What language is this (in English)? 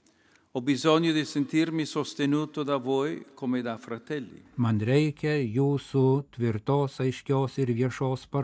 Lithuanian